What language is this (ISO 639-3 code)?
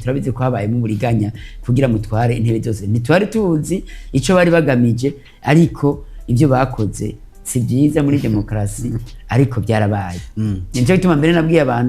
run